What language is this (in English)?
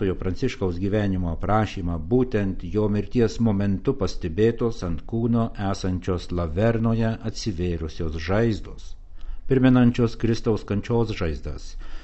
Lithuanian